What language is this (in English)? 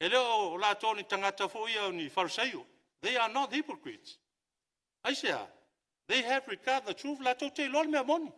Samoan